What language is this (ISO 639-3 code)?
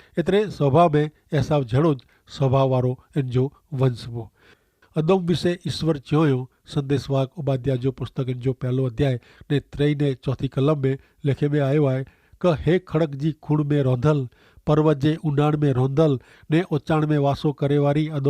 kfr